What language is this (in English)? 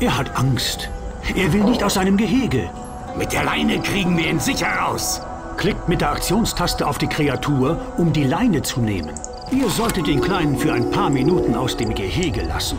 Swiss German